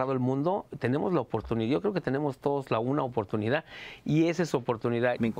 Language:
Spanish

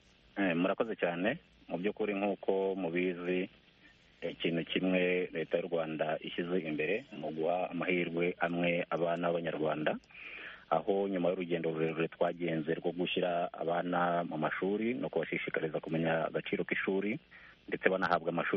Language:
Kinyarwanda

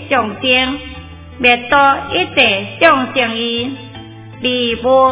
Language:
Chinese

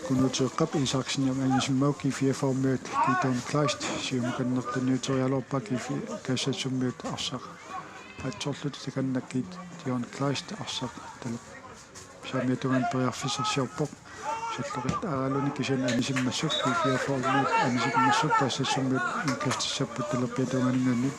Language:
Kalaallisut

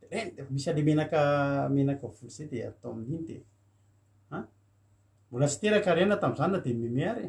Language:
Malagasy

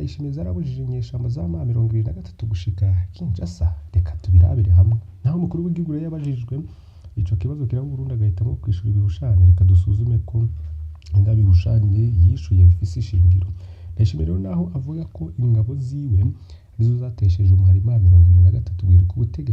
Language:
Rundi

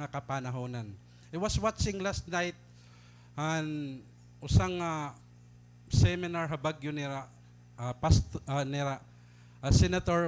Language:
Waray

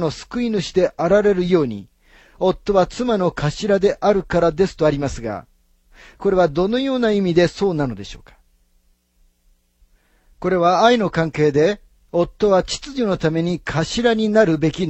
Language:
Japanese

